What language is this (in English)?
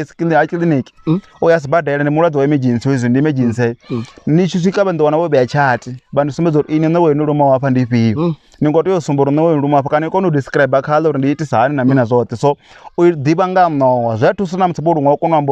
Venda